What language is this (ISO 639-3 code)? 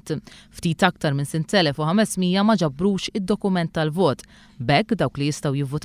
mlt